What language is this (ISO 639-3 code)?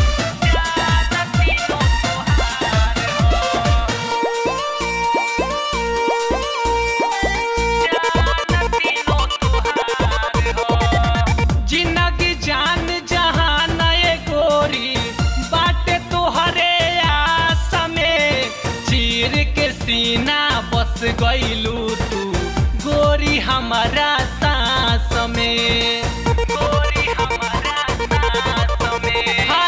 bho